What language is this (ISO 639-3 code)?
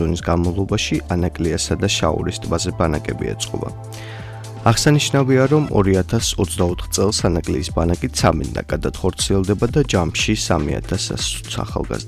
kat